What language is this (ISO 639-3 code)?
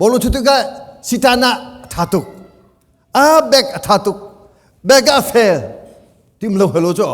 cnh